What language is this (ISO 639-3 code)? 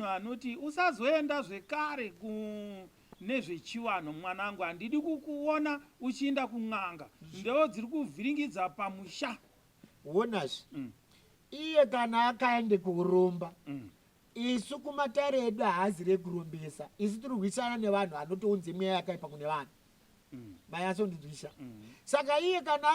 sna